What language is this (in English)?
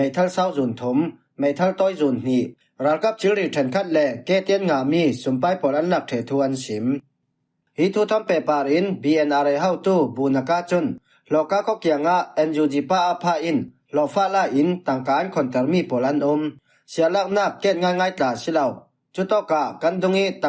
Falam Chin